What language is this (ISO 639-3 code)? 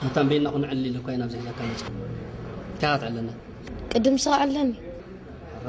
tir